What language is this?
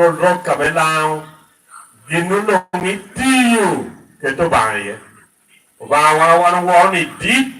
Lango (Uganda)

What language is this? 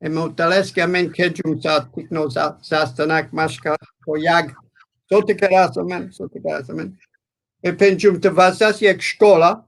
Balkan Romani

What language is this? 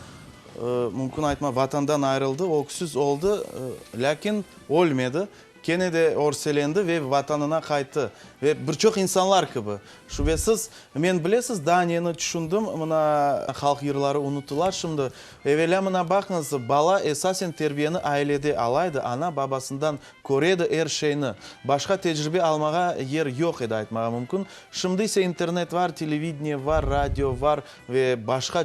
Crimean Tatar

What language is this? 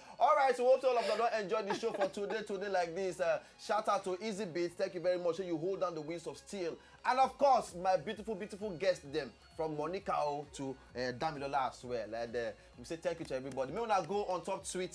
Nigerian Pidgin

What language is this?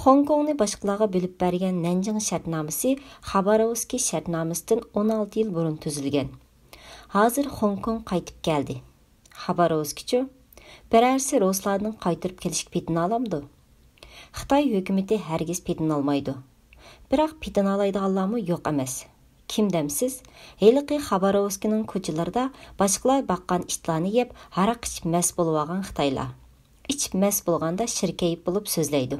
Uyghur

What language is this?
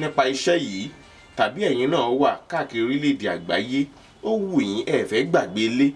Yoruba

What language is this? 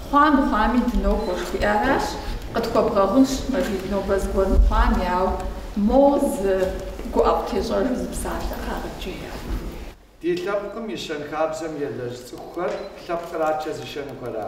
Kabardian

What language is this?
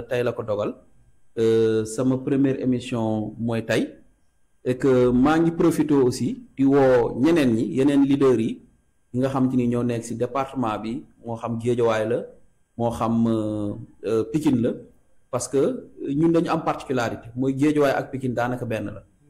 Wolof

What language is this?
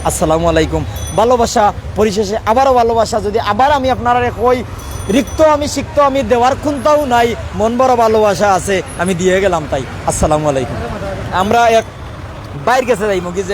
Sylheti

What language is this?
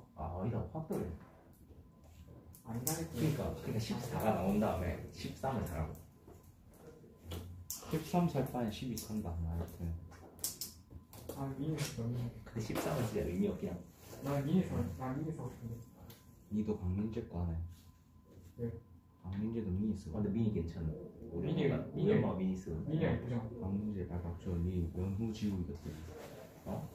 Korean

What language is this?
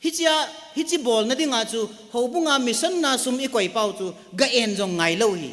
Thado Chin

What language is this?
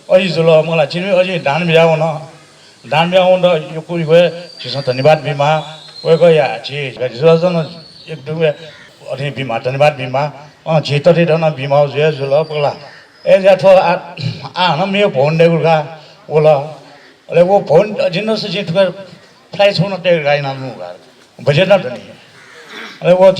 Newari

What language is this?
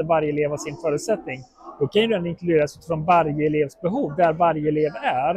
Swedish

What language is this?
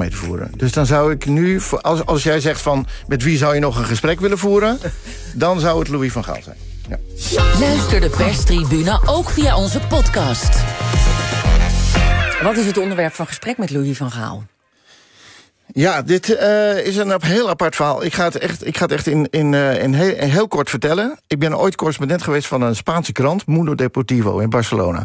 Dutch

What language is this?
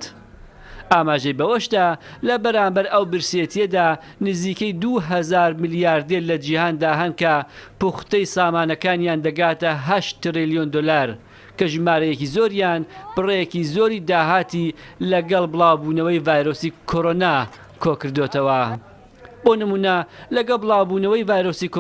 Central Kurdish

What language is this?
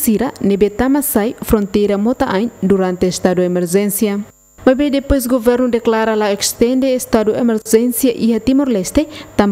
Tetum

